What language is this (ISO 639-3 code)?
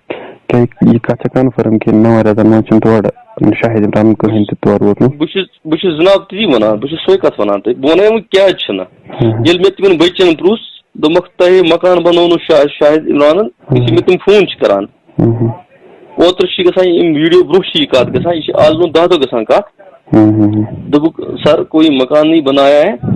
kas